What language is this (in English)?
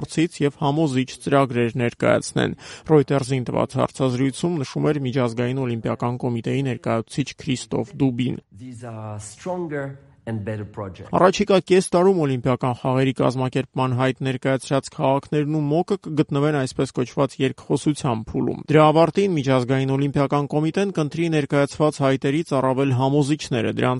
Armenian